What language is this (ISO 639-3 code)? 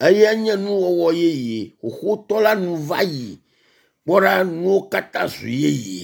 ewe